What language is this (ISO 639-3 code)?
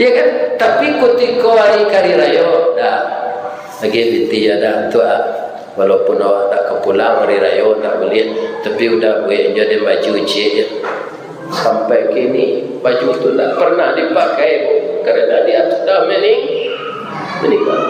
min